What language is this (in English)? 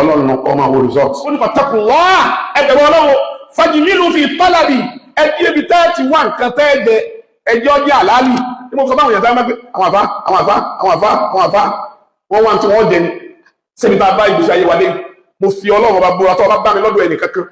Yoruba